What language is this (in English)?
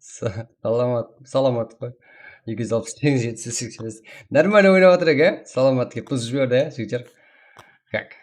Kara-Kalpak